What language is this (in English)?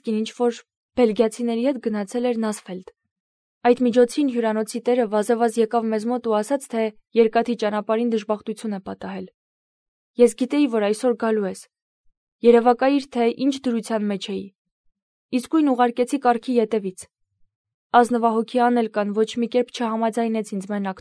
Armenian